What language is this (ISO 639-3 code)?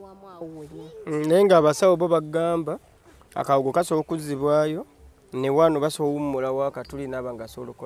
lug